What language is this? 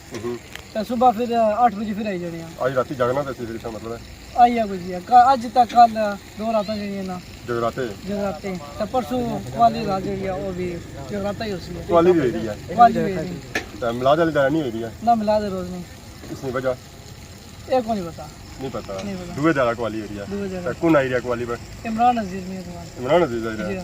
Pahari-Potwari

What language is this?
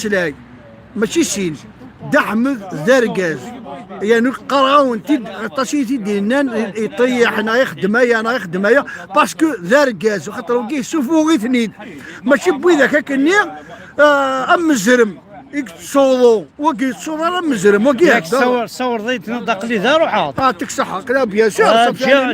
Kabyle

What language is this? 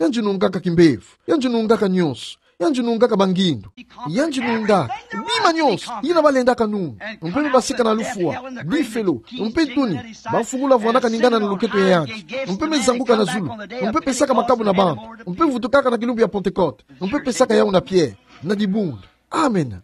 Kituba (Democratic Republic of Congo)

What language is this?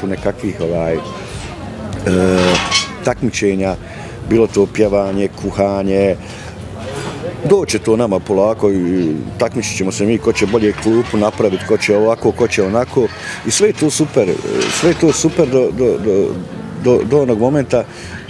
Bosnian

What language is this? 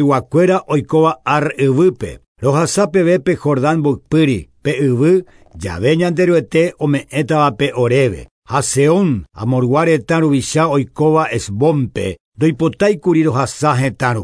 Guarani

